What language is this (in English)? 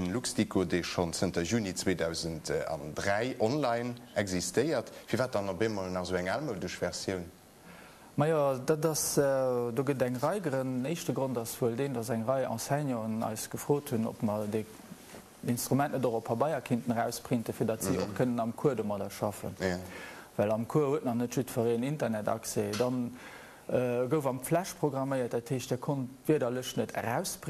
Luxembourgish